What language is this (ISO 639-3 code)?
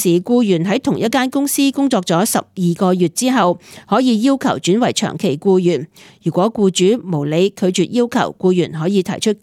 yue